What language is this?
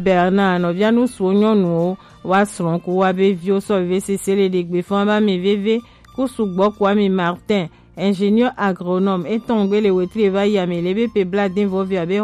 Gen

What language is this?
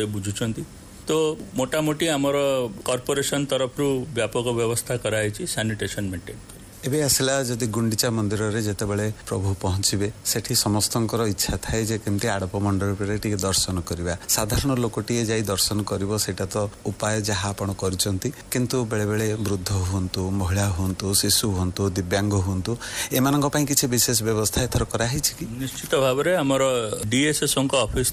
Odia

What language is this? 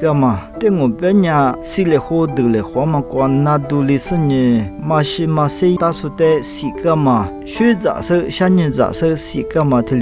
Lisu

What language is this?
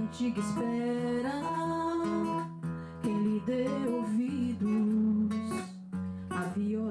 Portuguese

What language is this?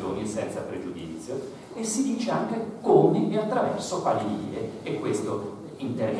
Italian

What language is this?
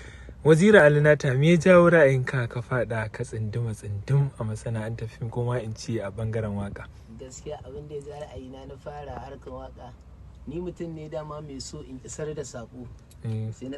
Hausa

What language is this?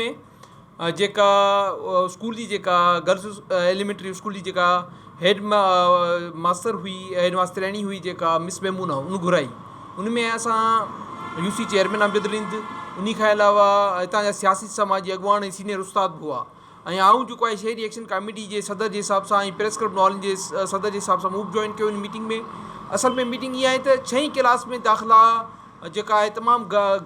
Sindhi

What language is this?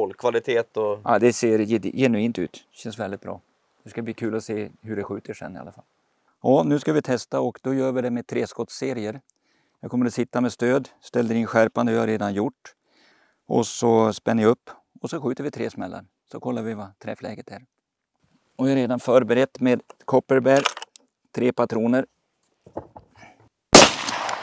Swedish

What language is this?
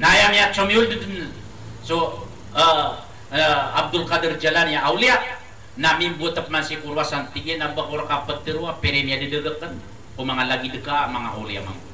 Maranao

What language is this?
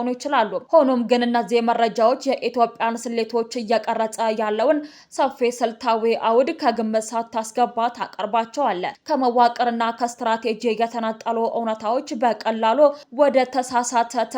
Amharic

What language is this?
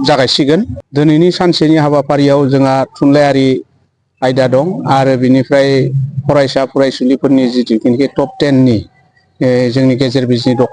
Bodo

